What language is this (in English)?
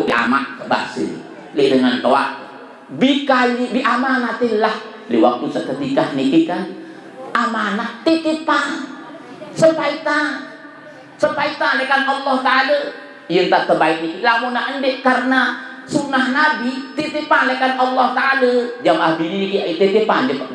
Sasak